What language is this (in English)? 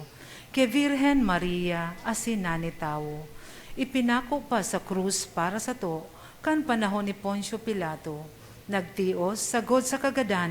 Bikol